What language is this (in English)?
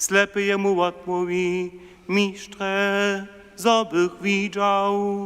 Upper Sorbian